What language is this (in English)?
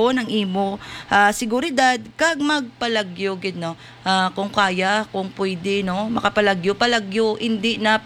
Hiligaynon